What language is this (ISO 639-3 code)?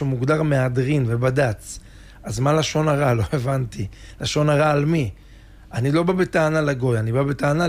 heb